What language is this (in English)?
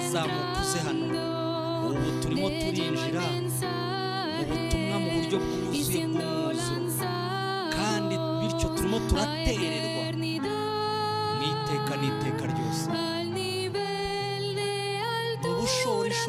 Kinyarwanda